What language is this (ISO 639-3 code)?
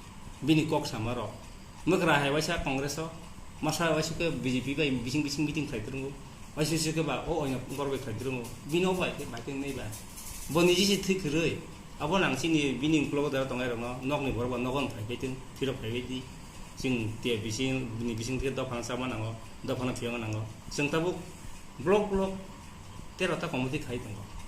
trp